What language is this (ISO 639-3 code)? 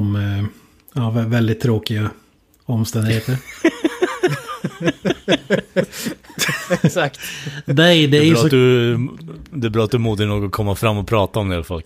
swe